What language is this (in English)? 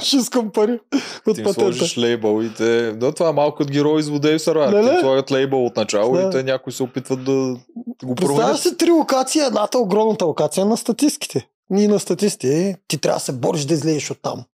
Bulgarian